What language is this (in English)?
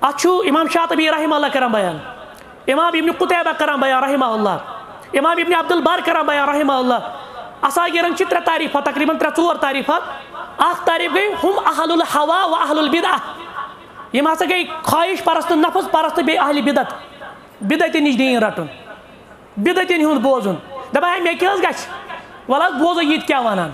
Kashmiri